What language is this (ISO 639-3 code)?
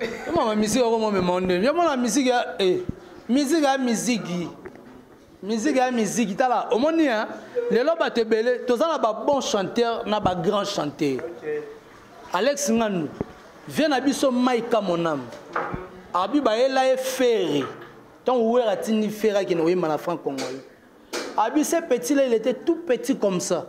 lin